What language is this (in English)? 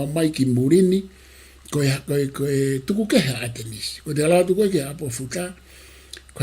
Tongan